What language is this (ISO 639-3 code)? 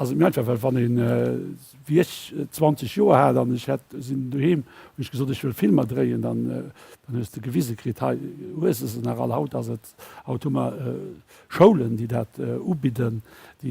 ltz